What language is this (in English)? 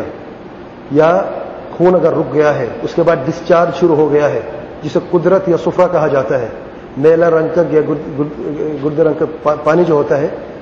Urdu